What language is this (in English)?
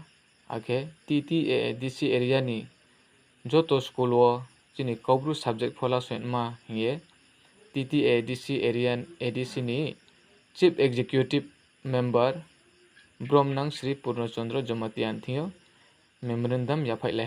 Riang (India)